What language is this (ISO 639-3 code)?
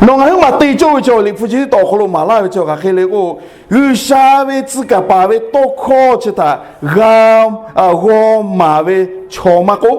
lhu